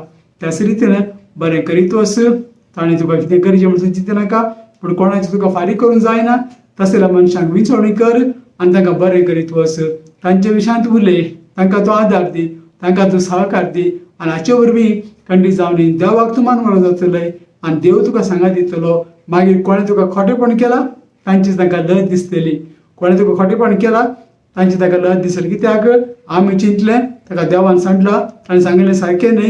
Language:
Konkani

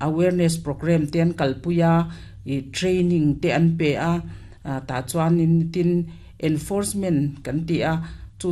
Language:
Mizo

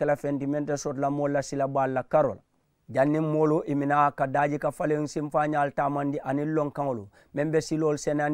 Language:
Mandingo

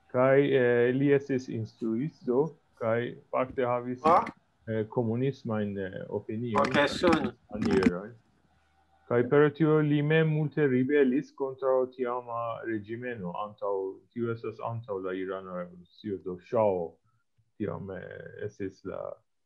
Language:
Esperanto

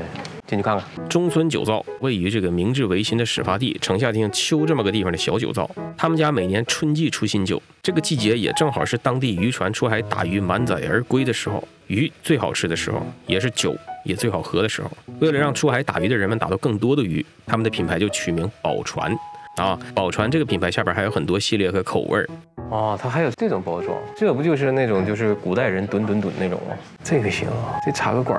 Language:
Chinese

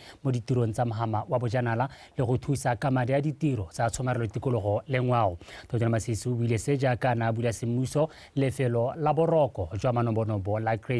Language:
Tswana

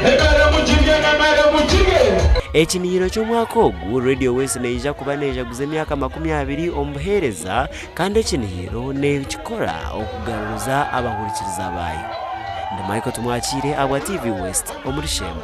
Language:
Nyankole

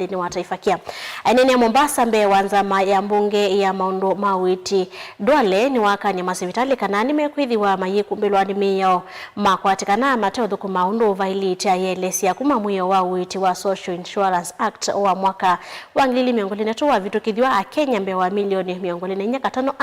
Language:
Kamba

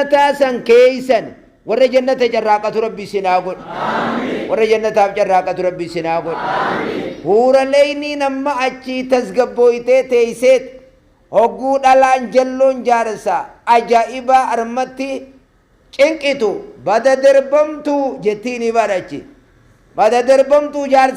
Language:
Oromo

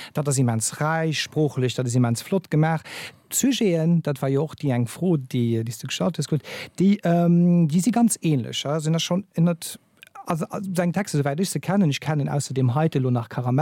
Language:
Luxembourgish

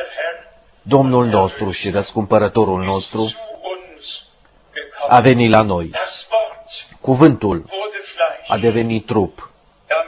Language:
Romanian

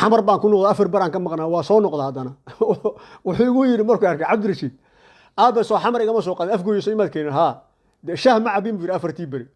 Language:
Somali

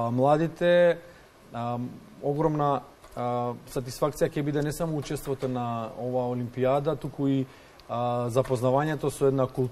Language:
Macedonian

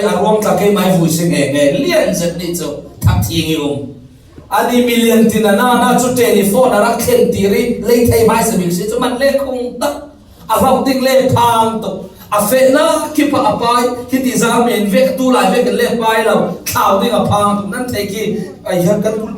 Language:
Falam Chin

